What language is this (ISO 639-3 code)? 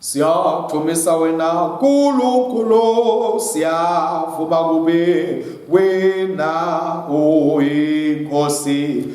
ssw